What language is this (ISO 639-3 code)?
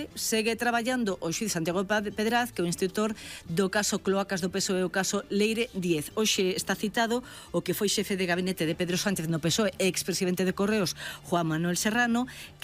glg